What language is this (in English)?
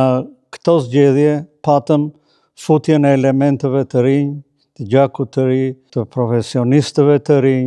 Albanian